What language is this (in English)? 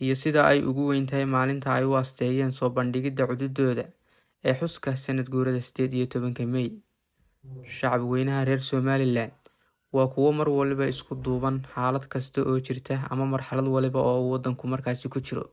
Somali